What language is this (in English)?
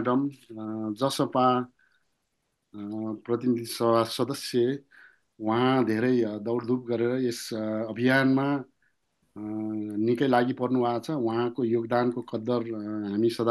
Nepali